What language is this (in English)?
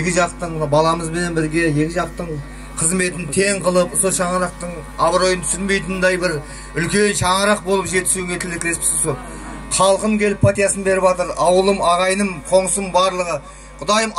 Kara-Kalpak